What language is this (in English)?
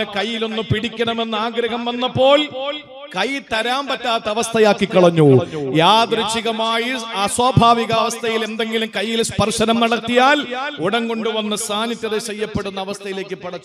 Malayalam